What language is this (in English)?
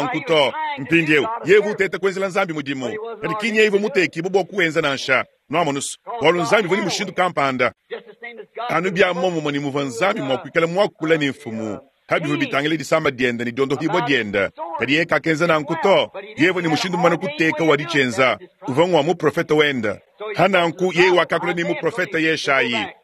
Luba-Lulua